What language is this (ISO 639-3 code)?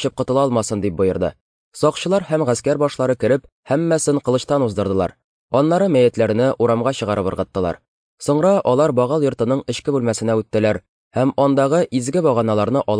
tat